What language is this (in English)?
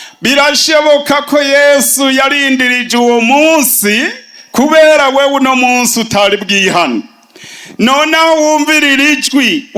Rundi